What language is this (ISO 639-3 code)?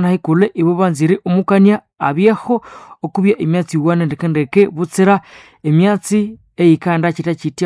nnb